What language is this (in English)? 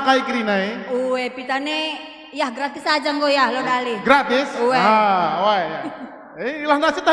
Batak Karo